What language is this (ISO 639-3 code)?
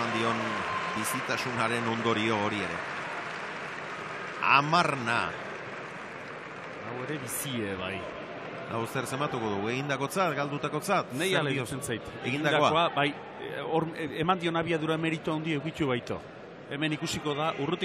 eus